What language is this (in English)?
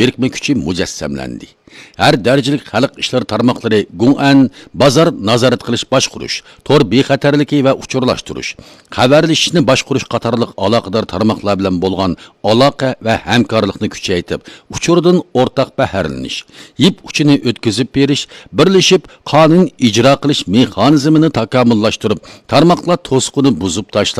Uyghur